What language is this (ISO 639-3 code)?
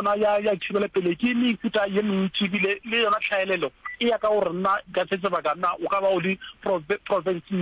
nso